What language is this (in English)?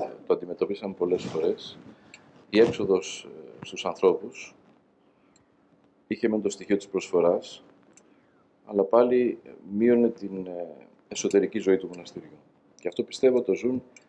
Greek